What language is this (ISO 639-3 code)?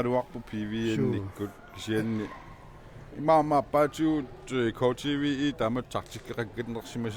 kal